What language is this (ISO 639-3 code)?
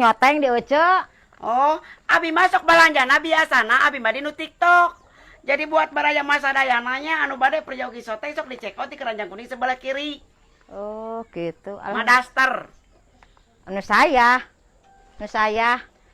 sun